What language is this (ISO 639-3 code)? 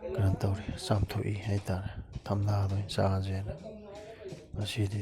mni